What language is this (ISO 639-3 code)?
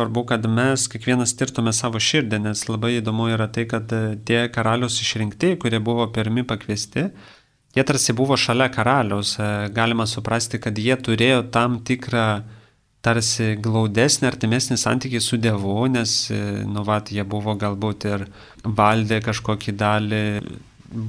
lit